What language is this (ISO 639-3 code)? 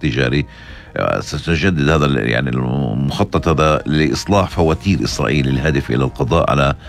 ara